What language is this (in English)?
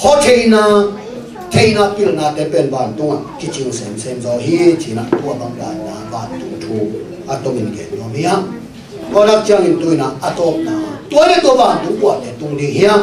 Tedim Chin